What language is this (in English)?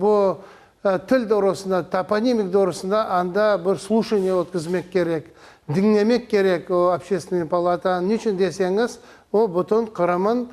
Crimean Tatar